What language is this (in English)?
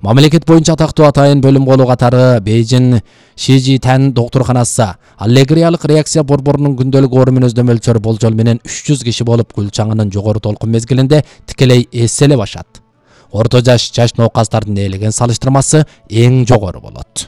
Kyrgyz